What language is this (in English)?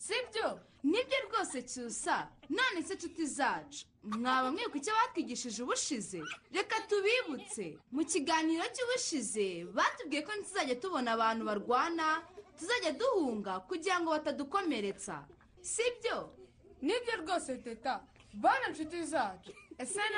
Kinyarwanda